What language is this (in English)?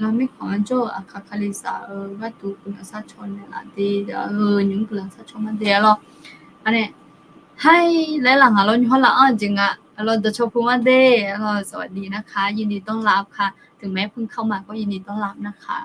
Akha